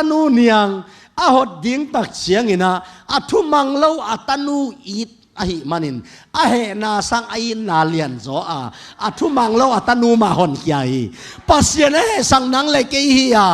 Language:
Tedim Chin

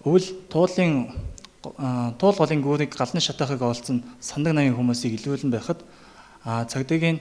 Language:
Mongolian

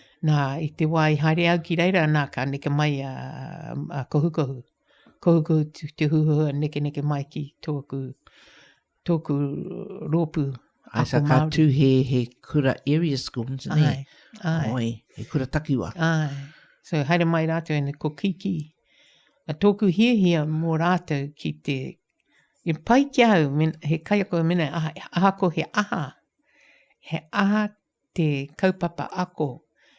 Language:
Māori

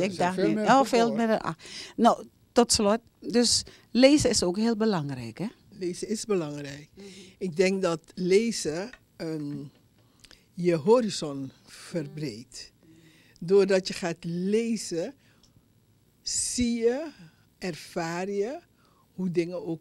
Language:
Dutch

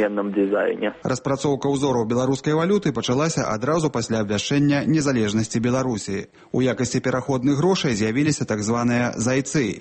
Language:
Belarusian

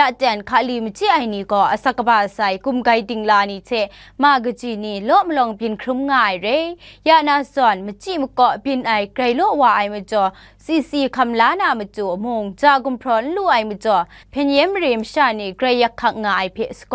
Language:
Kachin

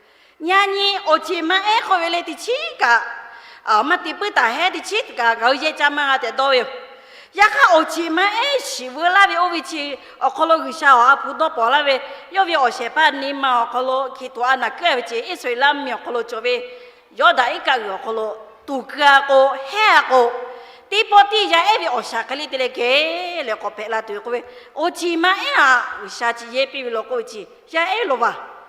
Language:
Lahu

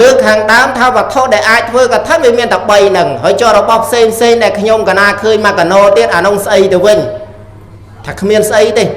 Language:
Khmer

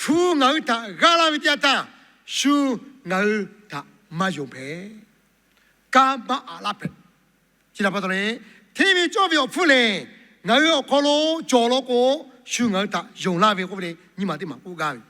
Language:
Lahu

